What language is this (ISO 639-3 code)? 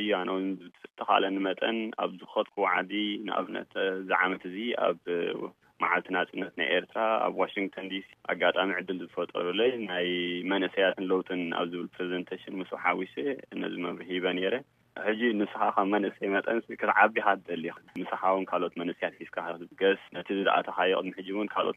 tir